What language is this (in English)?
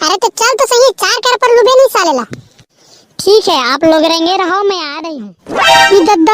Chhattisgarhi